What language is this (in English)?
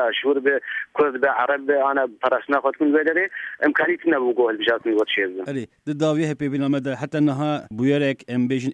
Kurdish